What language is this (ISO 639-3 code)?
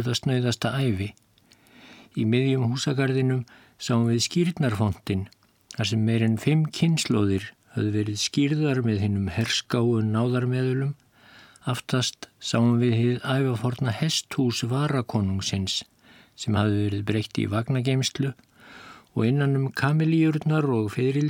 isl